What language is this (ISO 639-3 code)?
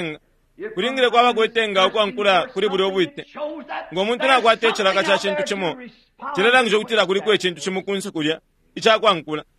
bem